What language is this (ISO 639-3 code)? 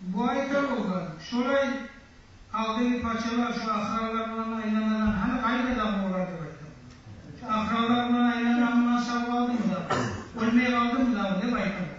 kum